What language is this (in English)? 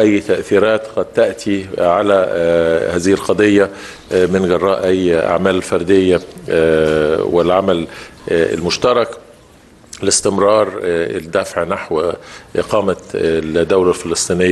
Arabic